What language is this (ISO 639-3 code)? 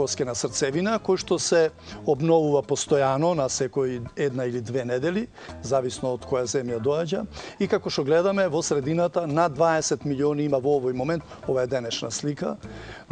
mkd